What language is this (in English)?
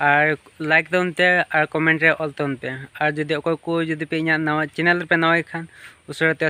Santali